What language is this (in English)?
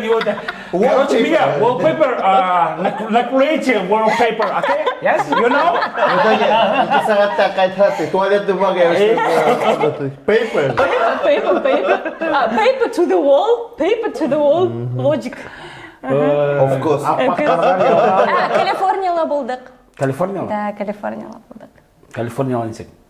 Bashkir